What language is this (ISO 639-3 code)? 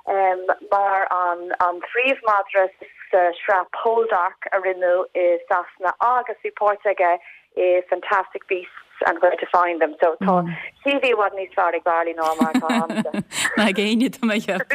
gle